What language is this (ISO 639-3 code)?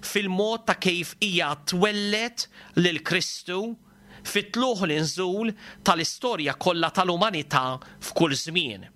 mlt